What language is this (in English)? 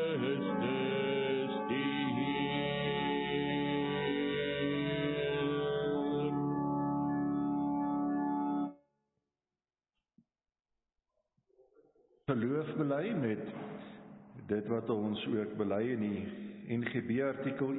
Afrikaans